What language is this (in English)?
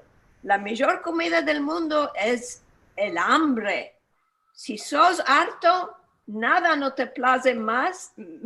Ladino